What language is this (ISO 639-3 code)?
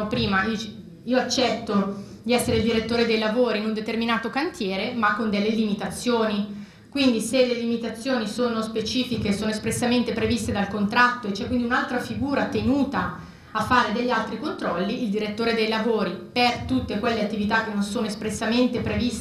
ita